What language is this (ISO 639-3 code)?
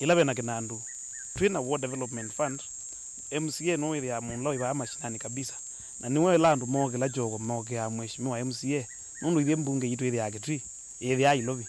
kam